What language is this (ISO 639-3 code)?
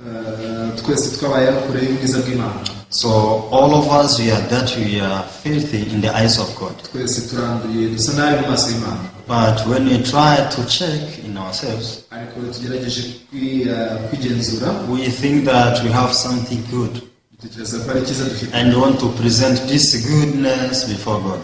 kin